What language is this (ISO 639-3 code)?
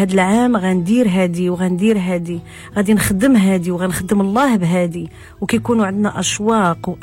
ary